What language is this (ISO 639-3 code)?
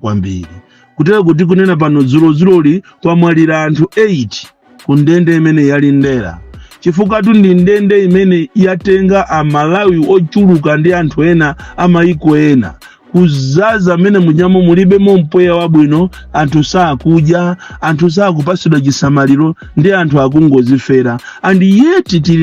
nya